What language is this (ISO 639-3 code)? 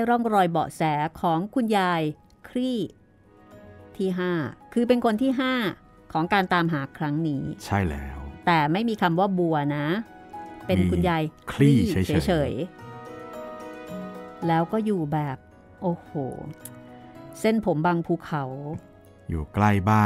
tha